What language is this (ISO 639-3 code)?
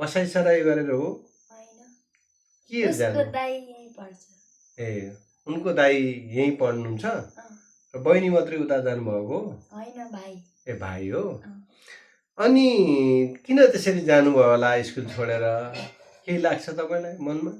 nep